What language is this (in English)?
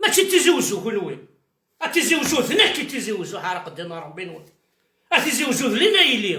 Kabyle